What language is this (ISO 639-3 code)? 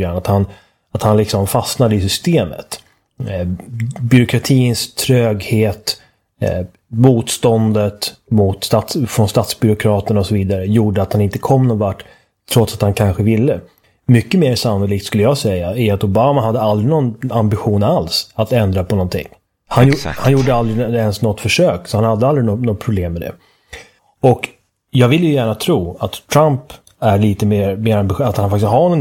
swe